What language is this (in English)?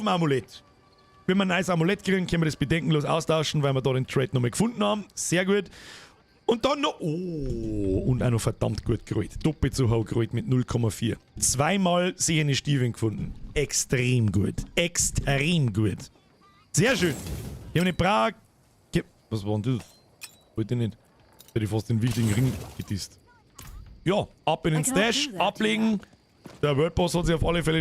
Bavarian